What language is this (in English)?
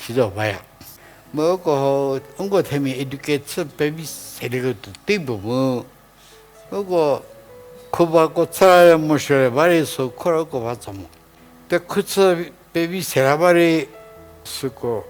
Angami Naga